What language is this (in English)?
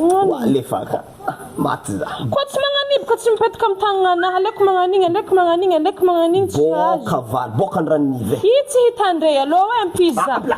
Malagasy